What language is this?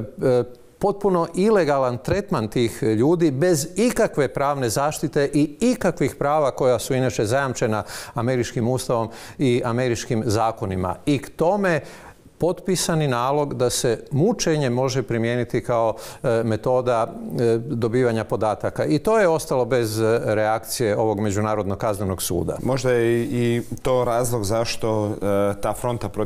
Croatian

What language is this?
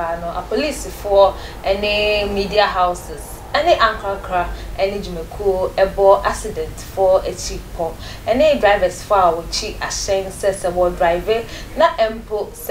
Akan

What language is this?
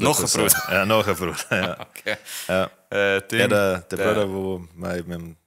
Bavarian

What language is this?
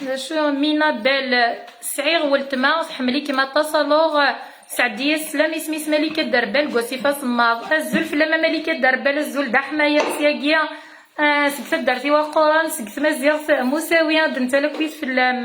Kabyle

